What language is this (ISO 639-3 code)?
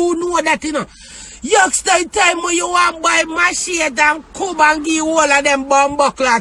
jam